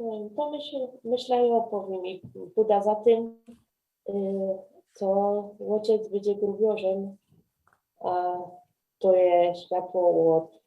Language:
Silesian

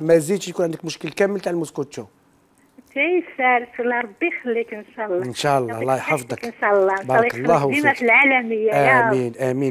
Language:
Algerian Arabic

